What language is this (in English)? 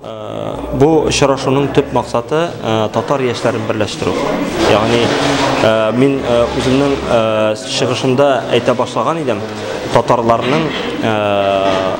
Tatar